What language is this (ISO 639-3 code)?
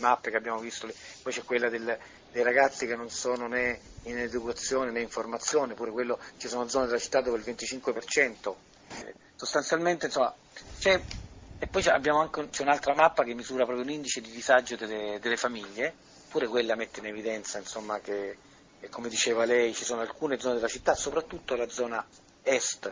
ita